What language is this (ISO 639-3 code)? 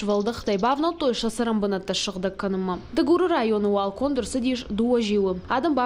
oss